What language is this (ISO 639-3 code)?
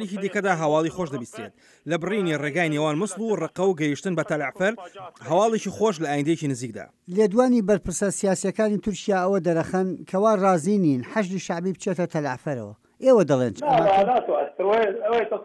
ckb